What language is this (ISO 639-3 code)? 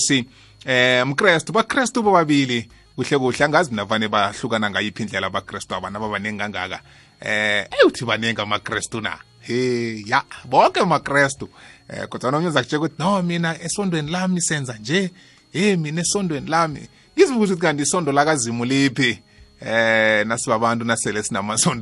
nbl